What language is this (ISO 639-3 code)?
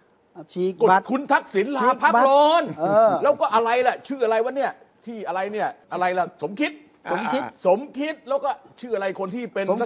tha